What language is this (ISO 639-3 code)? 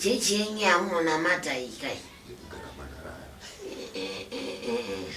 sna